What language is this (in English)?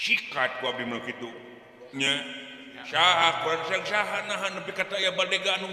Sundanese